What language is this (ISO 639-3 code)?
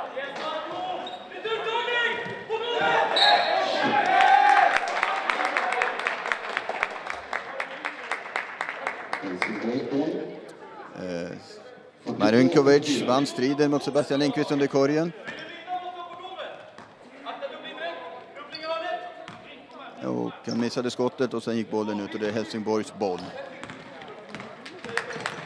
swe